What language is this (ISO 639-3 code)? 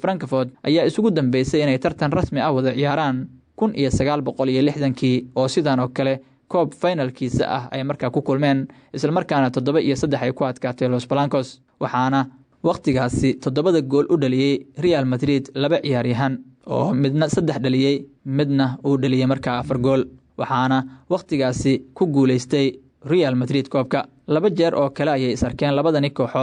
som